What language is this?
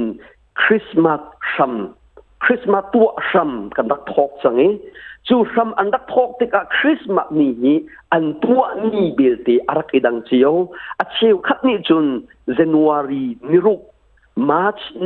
Hakha Chin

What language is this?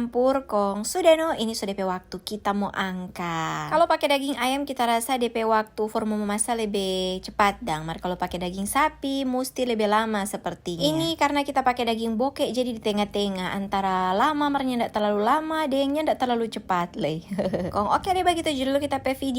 Manado Malay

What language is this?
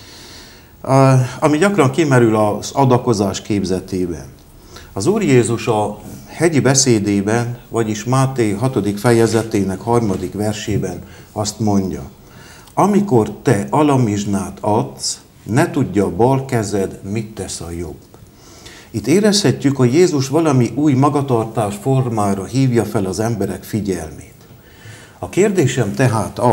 Hungarian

